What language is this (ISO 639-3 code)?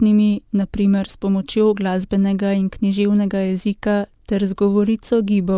slv